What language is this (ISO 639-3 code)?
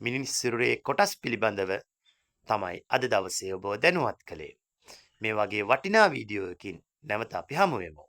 sin